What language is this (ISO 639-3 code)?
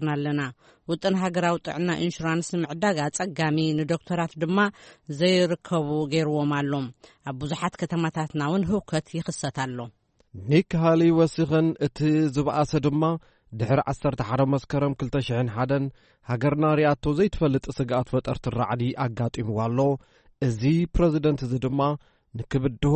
tir